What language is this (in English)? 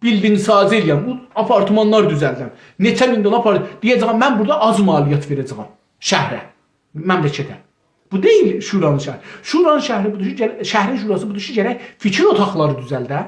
South Azerbaijani